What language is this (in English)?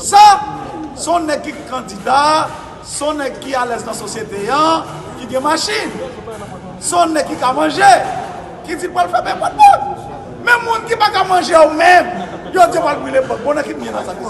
Haitian Creole